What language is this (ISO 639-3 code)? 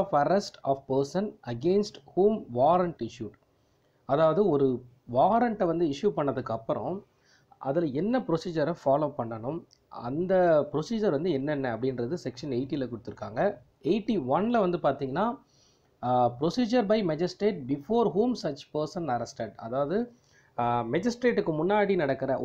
tam